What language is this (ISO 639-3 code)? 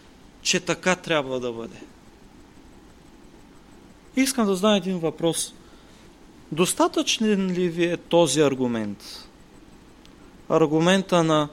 bul